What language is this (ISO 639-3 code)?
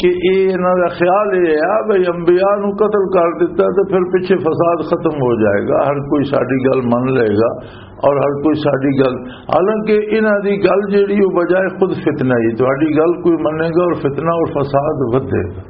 lah